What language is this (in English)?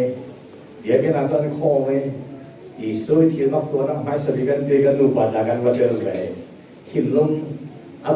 Falam Chin